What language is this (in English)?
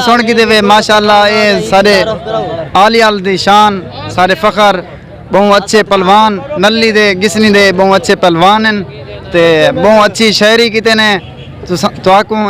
Saraiki